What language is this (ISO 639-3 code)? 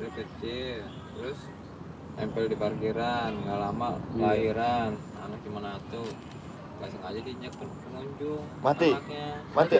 bew